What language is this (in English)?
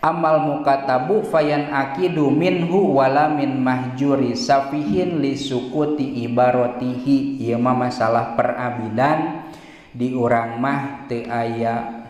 Sundanese